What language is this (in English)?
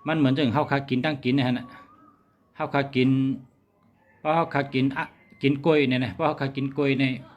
Shan